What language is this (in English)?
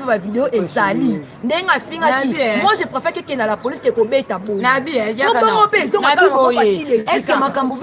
Lingala